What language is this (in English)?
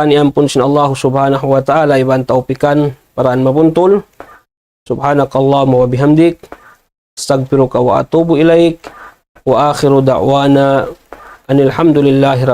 Tausug